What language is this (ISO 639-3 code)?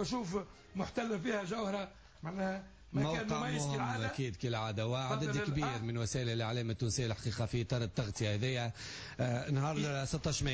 aeb